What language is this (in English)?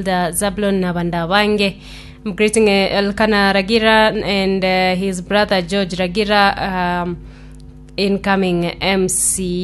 Gusii